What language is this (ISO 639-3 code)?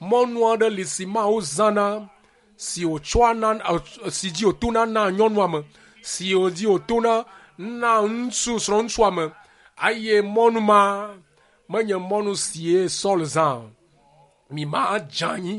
ewe